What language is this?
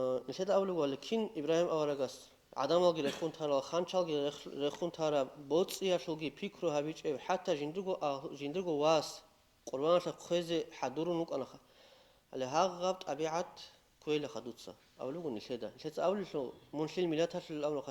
Avaric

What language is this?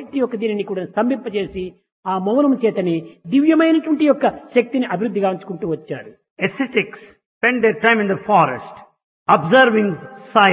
Telugu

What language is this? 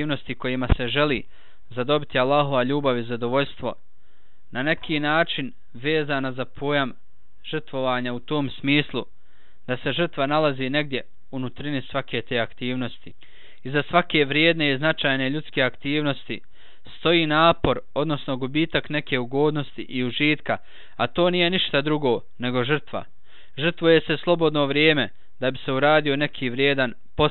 Bosnian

